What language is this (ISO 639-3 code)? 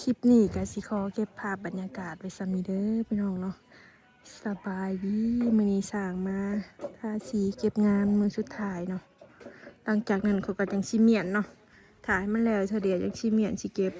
tts